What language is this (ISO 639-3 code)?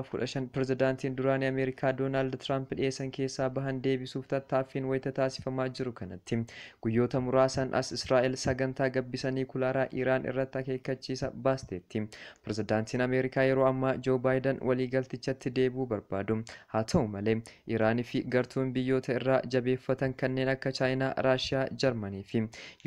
orm